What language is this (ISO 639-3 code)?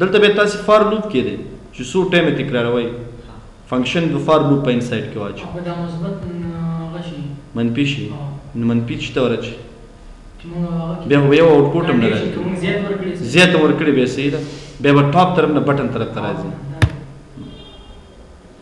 pus